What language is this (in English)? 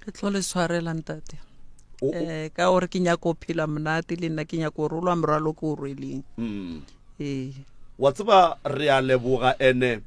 Northern Sotho